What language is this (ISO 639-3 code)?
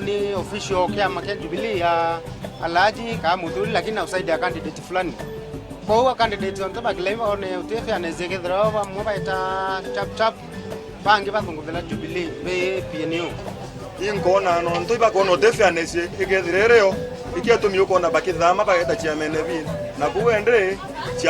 mer